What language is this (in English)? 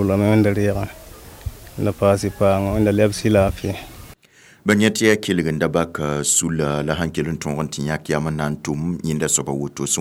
Mossi